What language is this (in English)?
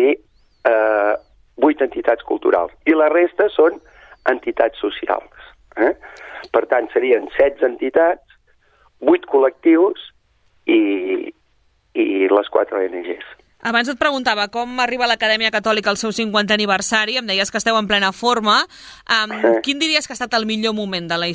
Catalan